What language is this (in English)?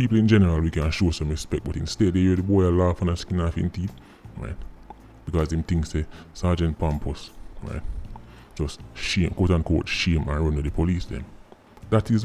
Jamaican Creole English